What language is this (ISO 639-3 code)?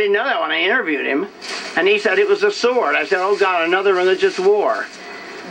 eng